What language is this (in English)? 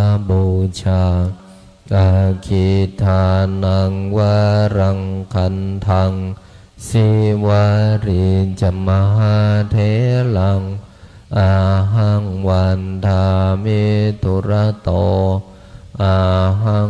Pali